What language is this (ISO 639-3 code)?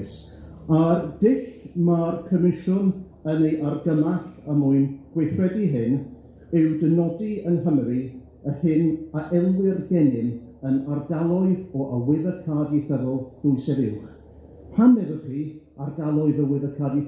cym